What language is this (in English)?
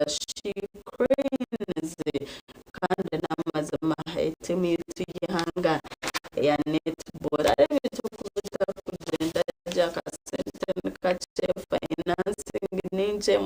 Nyankole